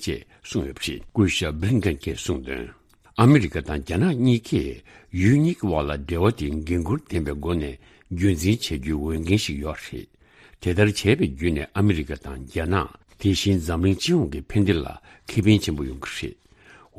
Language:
Tibetan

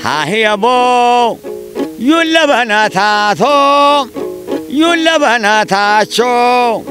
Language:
Kafa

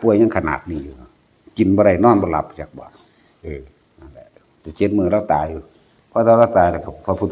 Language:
Northeastern Thai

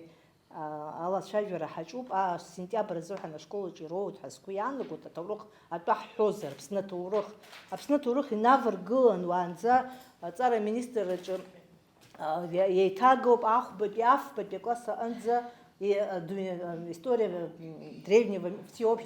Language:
Abkhazian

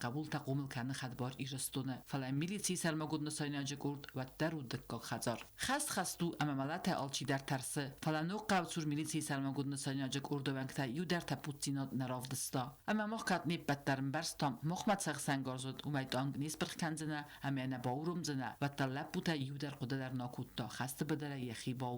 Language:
Ossetic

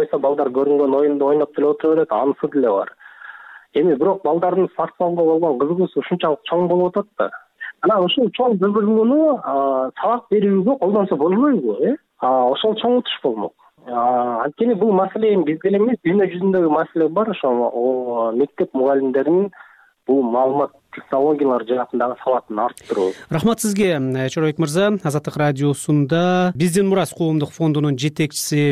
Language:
Kyrgyz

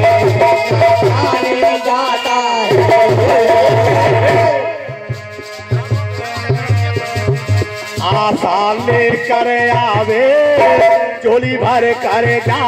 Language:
Hindi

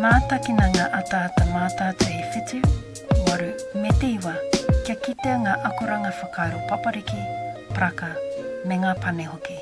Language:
Māori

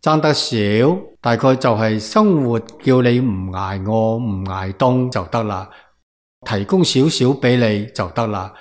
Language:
Cantonese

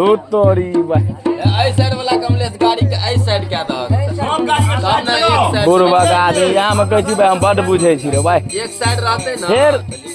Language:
Maithili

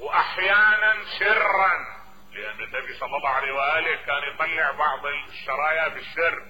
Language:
Mesopotamian Arabic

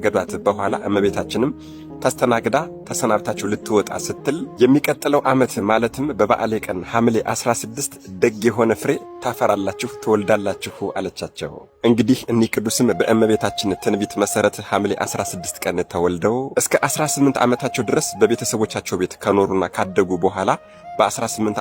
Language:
Amharic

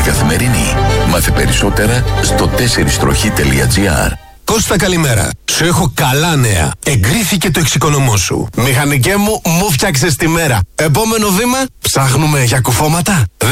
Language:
Greek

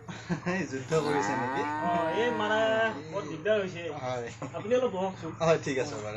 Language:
Assamese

